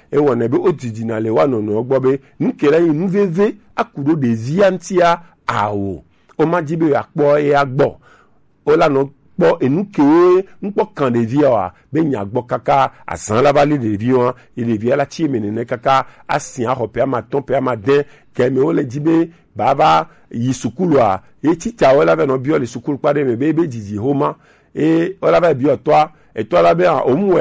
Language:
Gen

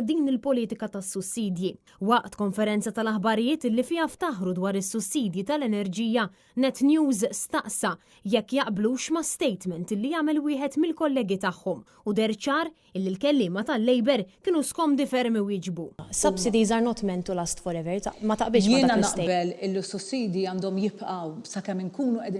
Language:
Maltese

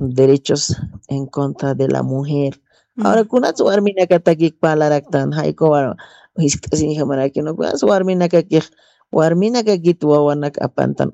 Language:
Aymara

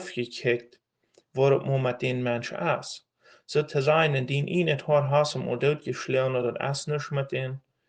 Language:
Plautdietsch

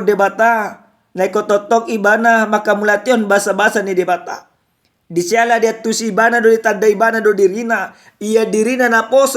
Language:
Batak Toba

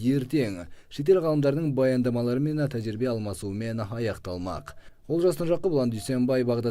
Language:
Kazakh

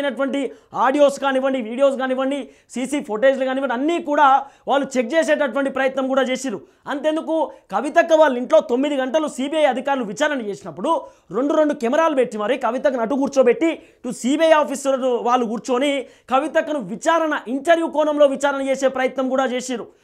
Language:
Telugu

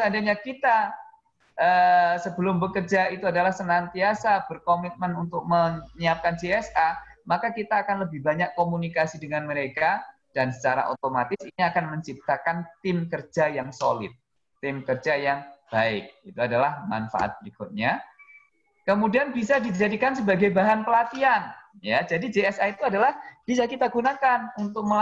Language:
Indonesian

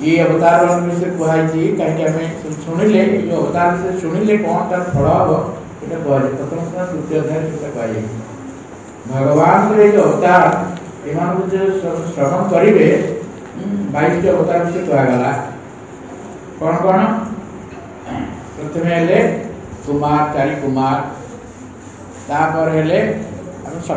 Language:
Odia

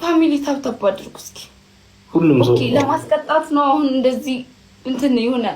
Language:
Amharic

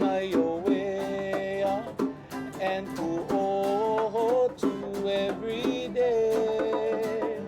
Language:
Hawaiian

